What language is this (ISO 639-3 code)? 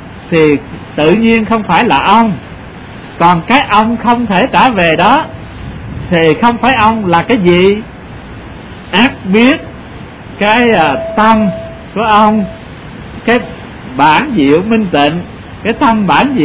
vie